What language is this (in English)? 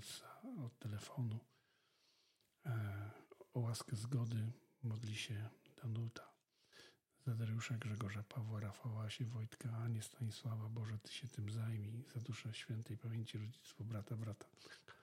Polish